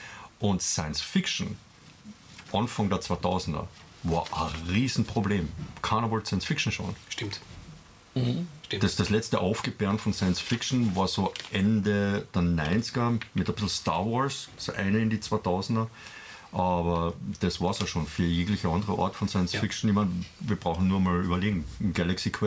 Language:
German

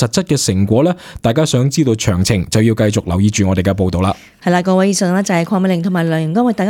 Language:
Cantonese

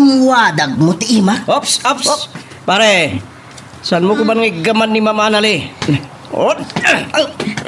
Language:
Iloko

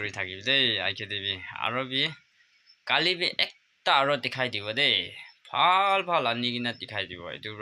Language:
Naga Pidgin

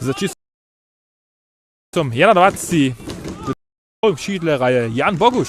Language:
Upper Sorbian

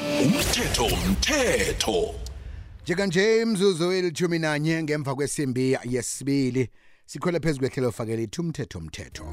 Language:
South Ndebele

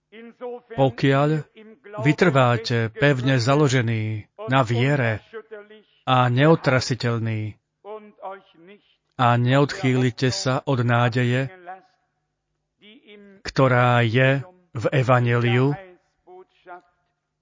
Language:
Slovak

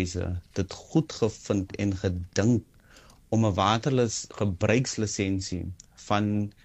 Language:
Afrikaans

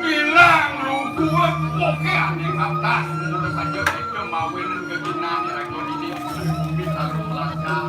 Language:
Balinese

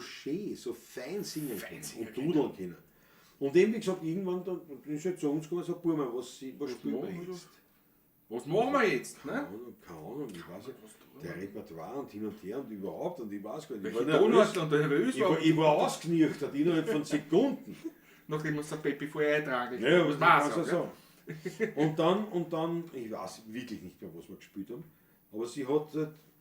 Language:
Bavarian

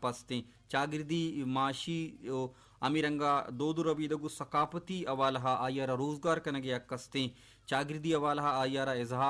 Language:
Baluchi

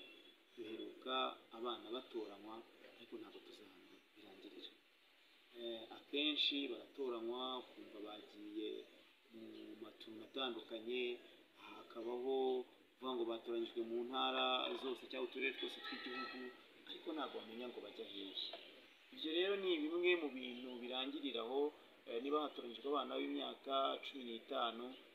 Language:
Kinyarwanda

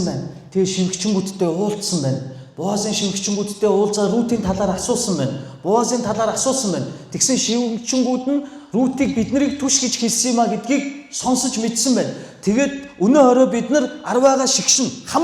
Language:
Mongolian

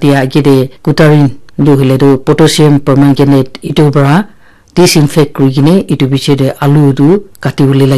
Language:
Naga Pidgin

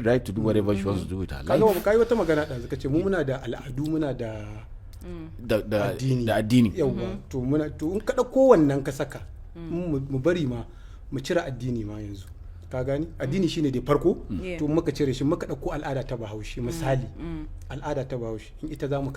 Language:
Hausa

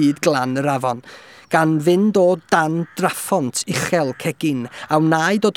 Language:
Welsh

